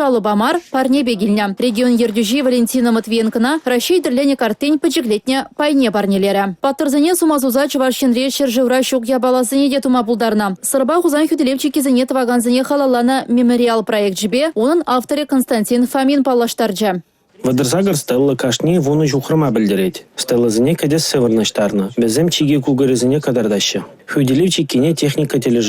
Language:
Chuvash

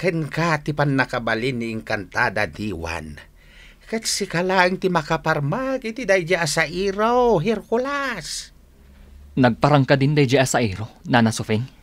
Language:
Iloko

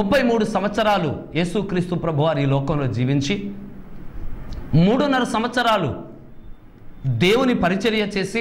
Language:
Telugu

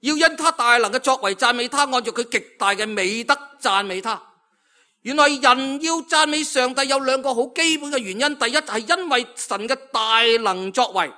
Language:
Cantonese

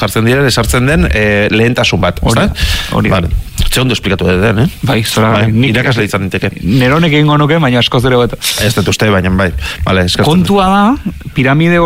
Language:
Basque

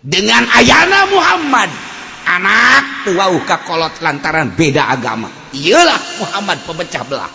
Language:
Sundanese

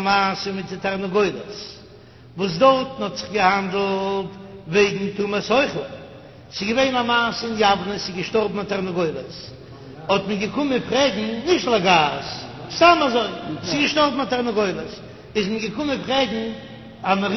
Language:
Yiddish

